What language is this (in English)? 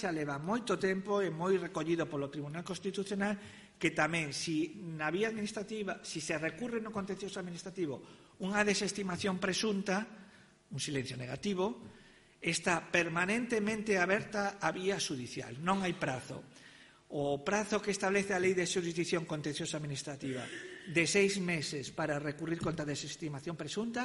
Galician